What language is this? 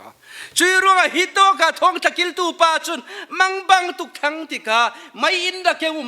Falam Chin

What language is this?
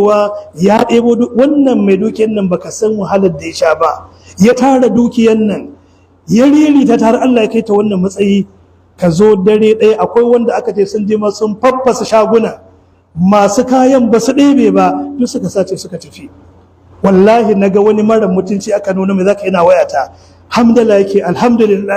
Hausa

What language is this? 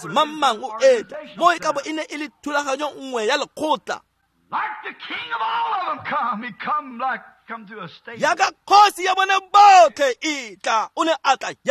Tswana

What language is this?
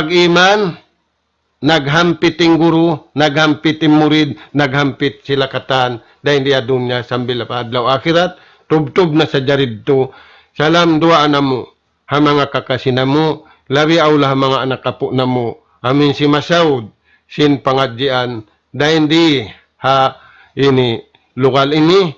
Tausug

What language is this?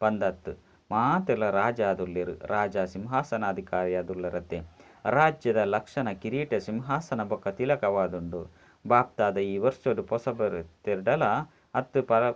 Tulu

